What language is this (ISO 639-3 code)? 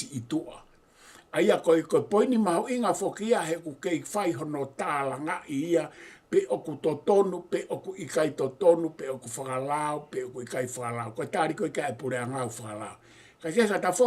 ton